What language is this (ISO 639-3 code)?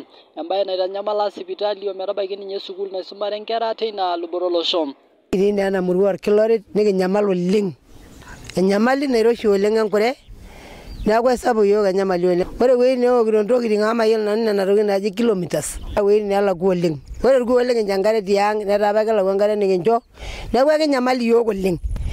mas